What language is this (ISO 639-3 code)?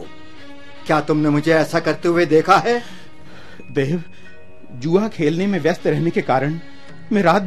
hin